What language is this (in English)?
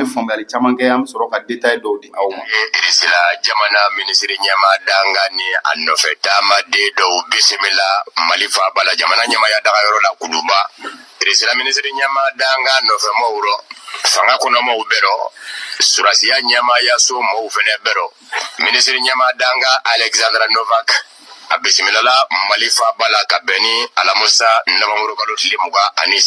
Bambara